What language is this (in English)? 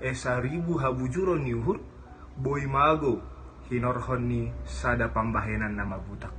Batak Simalungun